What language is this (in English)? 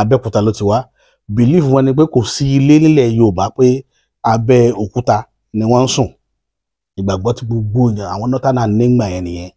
Yoruba